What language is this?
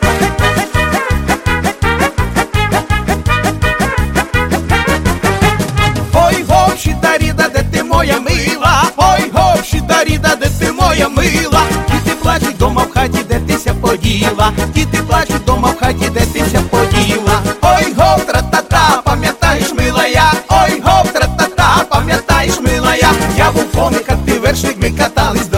Ukrainian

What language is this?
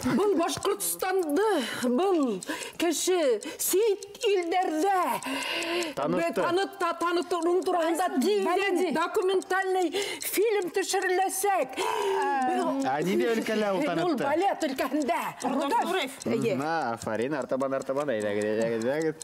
Bashkir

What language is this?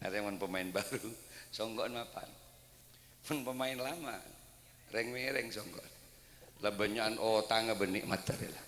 Madurese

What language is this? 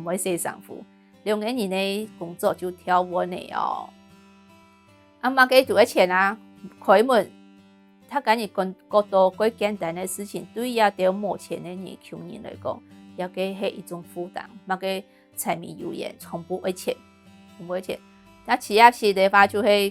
Hakka Chinese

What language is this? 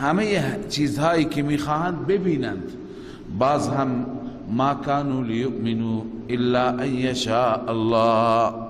Persian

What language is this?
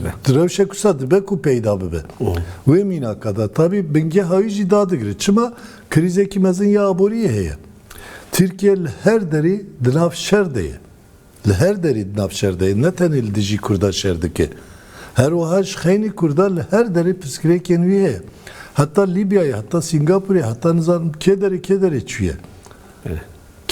Kurdish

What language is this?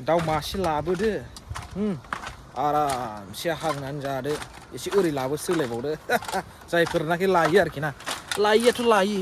Bodo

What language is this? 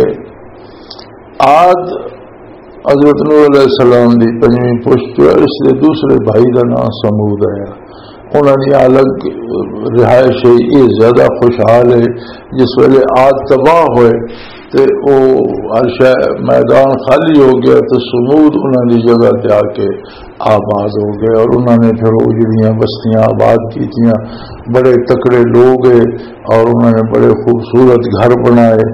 Urdu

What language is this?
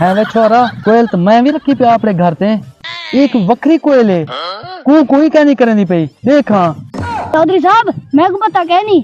Saraiki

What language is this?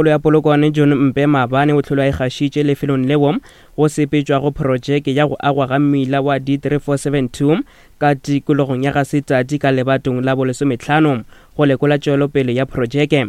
Northern Sotho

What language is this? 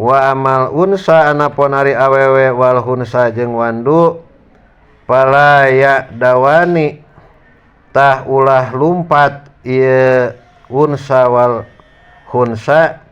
Sundanese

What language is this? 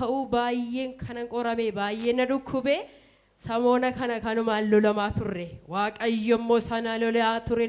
Oromo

